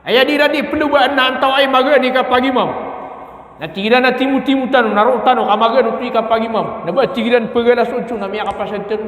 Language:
Maranao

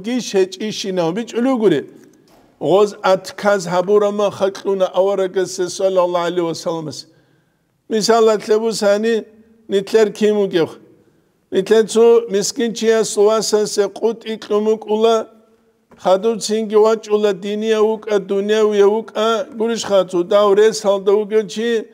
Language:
Avaric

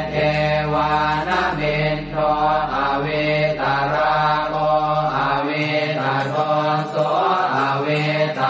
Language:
Pali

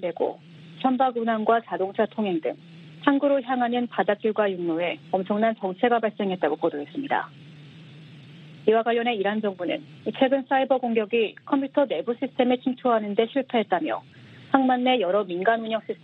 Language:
Korean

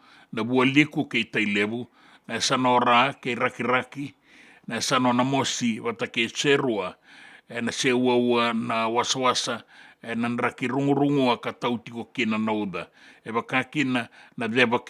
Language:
Fijian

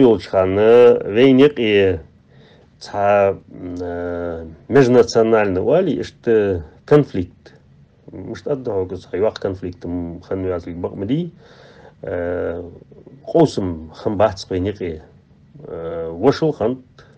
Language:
Ingush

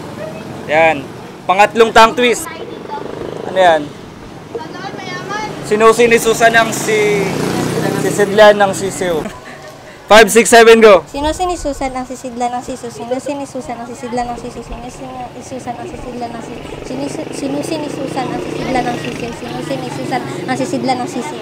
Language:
Filipino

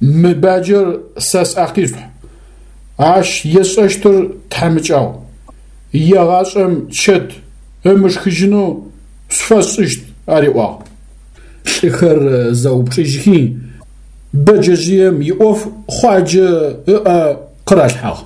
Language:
Adyghe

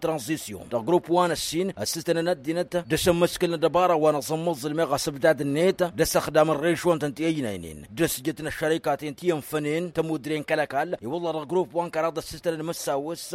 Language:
Tamasheq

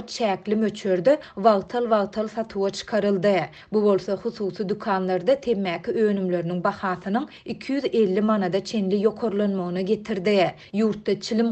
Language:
Turkmen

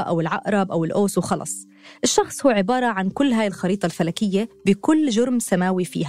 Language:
North Levantine Arabic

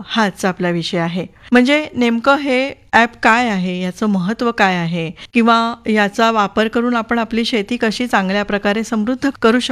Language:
Marathi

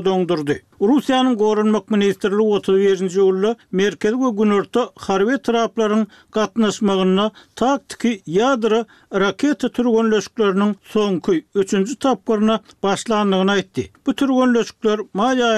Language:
Turkmen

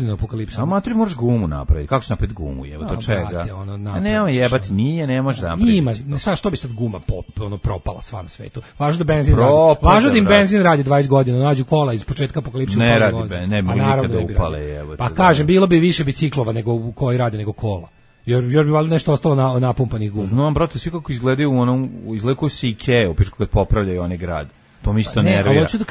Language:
Serbian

